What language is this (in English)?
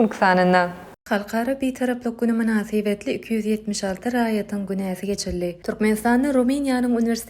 Turkmen